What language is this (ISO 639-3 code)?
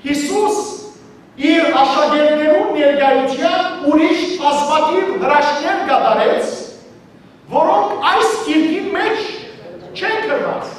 hyw